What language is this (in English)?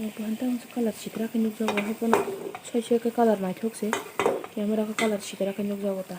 Kok Borok